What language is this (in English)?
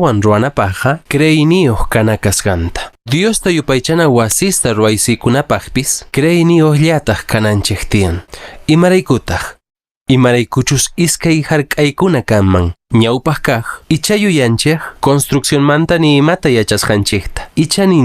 Quechua